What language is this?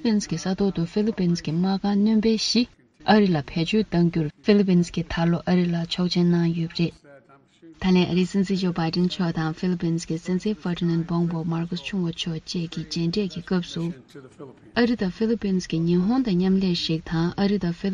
Tibetan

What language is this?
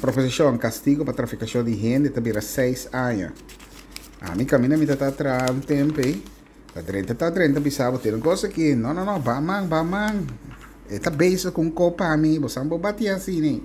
Papiamento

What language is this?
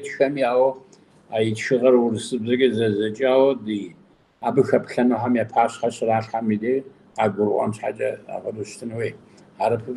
Kabardian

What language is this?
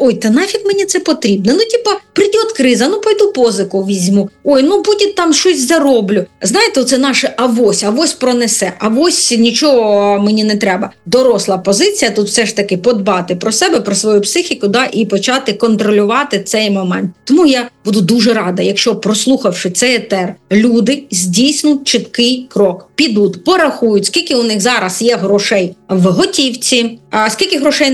Ukrainian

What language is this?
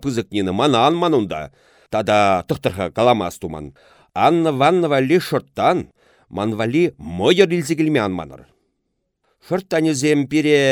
Chuvash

